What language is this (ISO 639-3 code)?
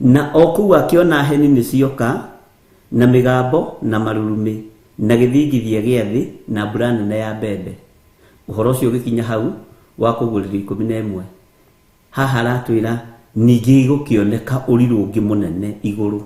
kik